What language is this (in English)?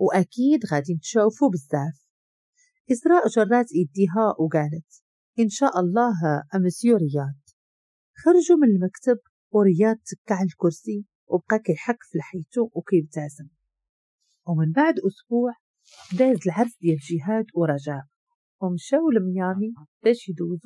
Moroccan Arabic